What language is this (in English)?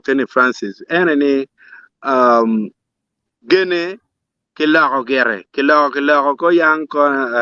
Acoli